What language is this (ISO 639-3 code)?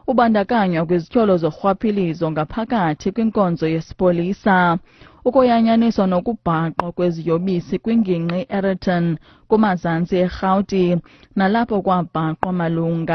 xho